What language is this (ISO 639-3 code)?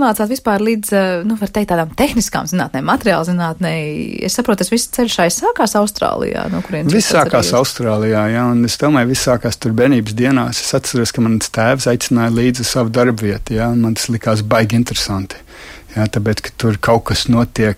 lav